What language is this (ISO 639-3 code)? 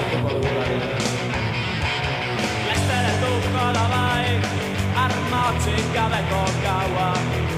eus